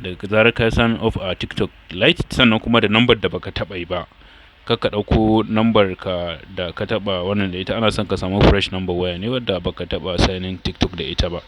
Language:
Hausa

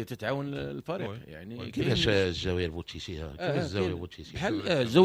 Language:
Moroccan Arabic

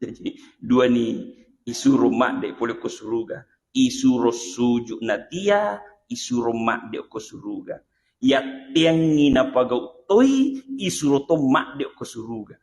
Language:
Buginese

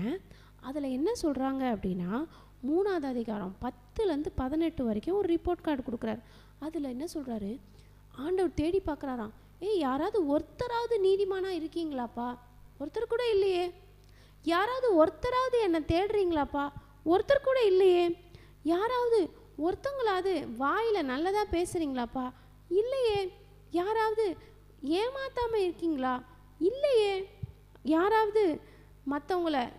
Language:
Tamil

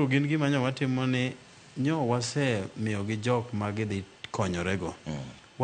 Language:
Luo (Kenya and Tanzania)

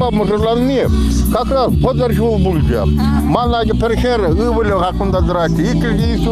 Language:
Chuvash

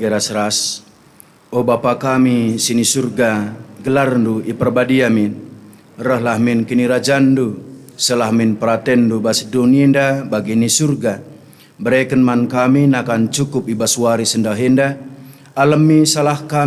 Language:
Batak Karo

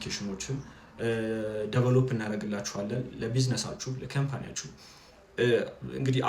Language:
Amharic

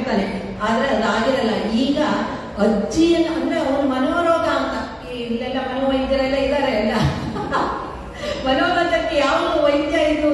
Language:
Kannada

